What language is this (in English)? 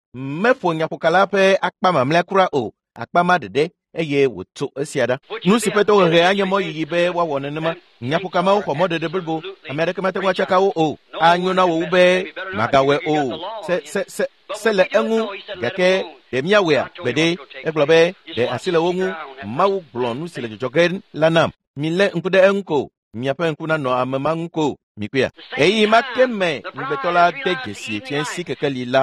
Ewe